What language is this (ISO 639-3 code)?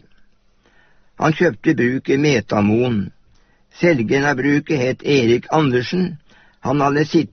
nor